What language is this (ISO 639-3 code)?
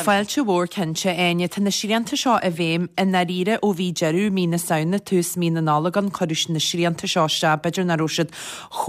gle